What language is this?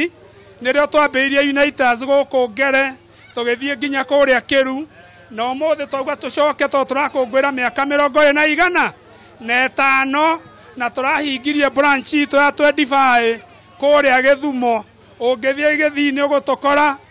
Kikuyu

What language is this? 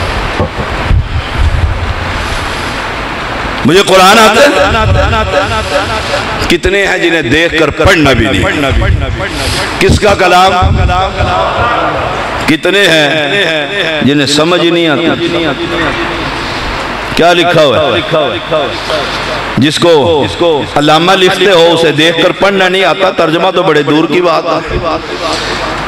Urdu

